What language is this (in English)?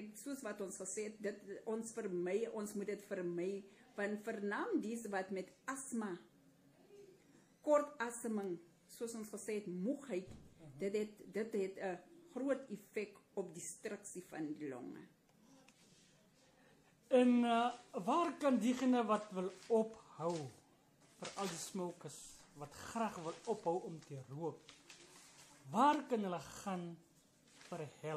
Afrikaans